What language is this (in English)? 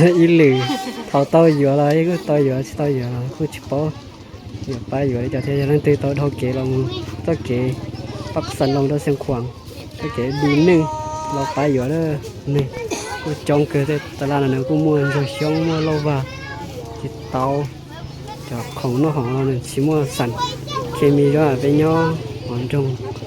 Hmong